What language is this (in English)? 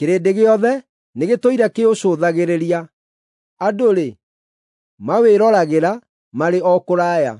Kikuyu